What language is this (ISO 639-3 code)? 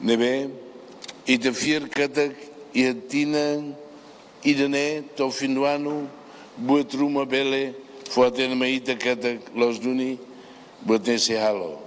tet